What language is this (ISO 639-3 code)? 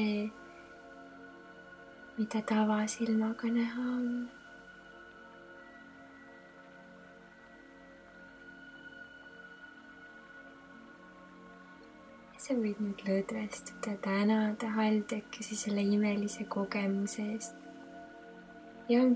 est